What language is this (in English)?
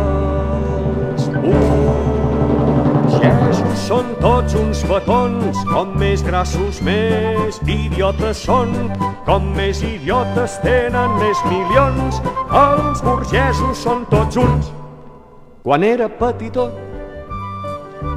Catalan